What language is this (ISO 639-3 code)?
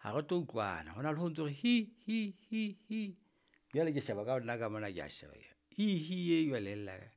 sot